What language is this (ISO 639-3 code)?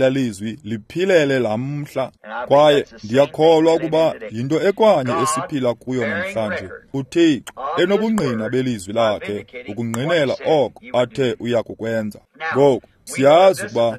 xho